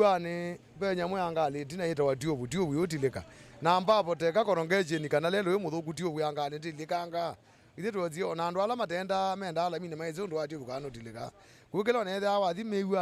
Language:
Kamba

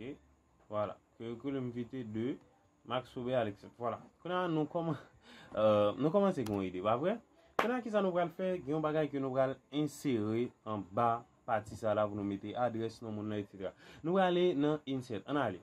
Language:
Haitian Creole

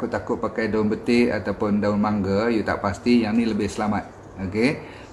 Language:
Malay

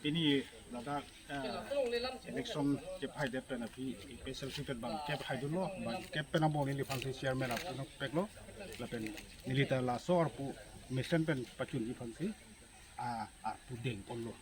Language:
Karbi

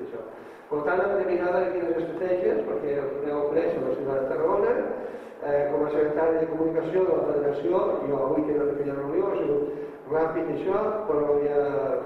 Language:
Catalan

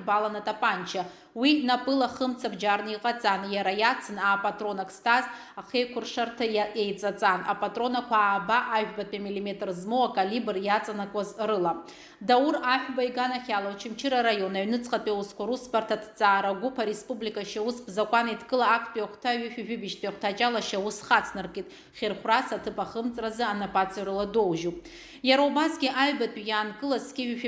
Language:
Abkhazian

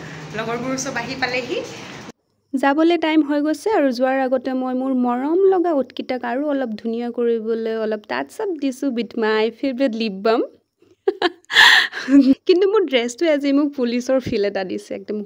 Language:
Assamese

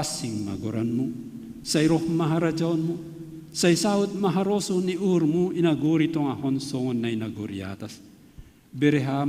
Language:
Batak Simalungun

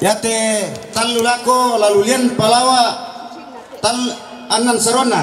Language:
Toraja-Sa'dan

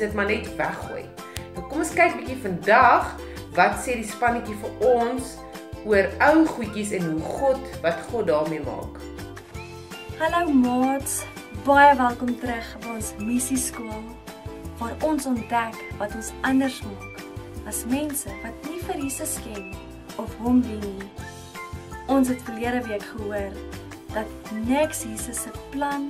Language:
Afrikaans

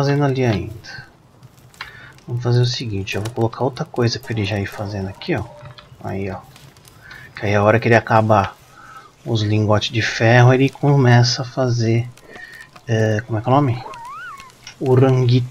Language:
Portuguese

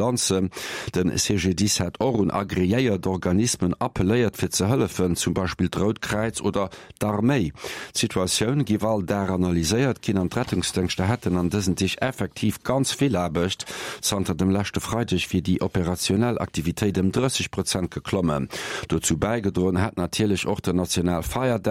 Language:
Luxembourgish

